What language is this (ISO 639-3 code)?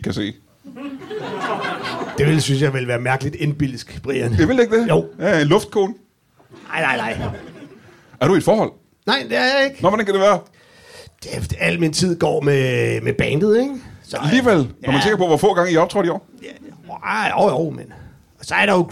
dan